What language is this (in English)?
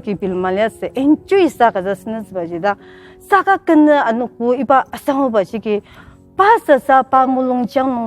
Ao Naga